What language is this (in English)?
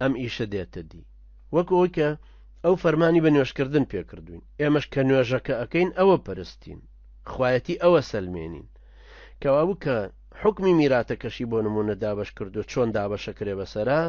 Central Kurdish